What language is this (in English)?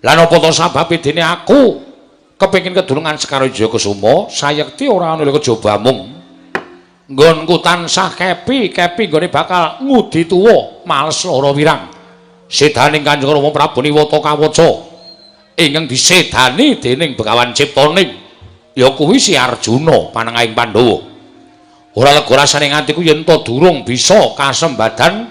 Javanese